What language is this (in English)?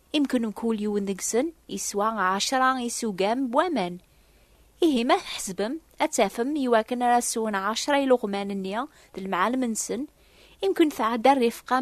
Kabyle